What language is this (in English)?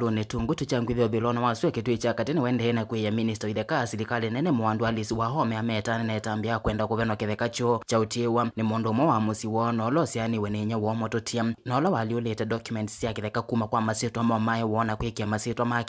Kamba